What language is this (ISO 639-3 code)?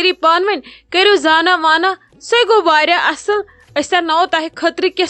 kas